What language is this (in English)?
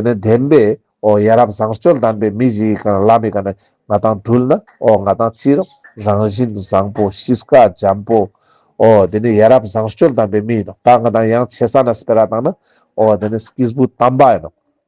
Ladakhi